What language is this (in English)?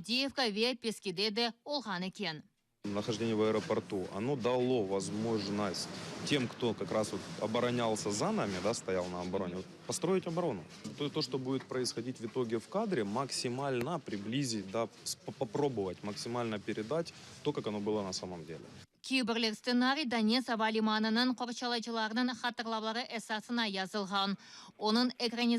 Crimean Tatar